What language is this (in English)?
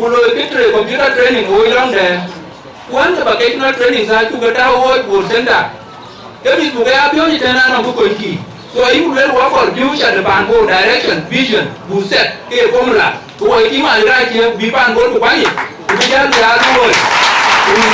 Dinka